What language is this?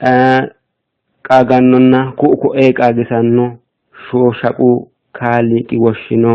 Sidamo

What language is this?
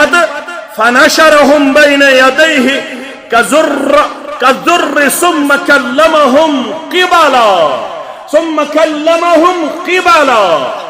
Kashmiri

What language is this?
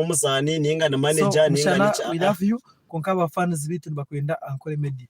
Nyankole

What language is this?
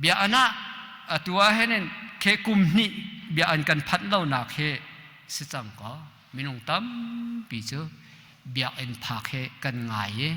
Hakha Chin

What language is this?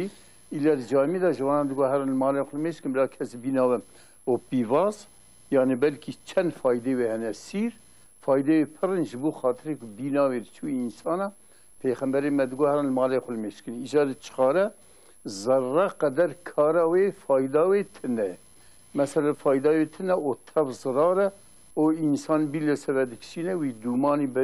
Kurdish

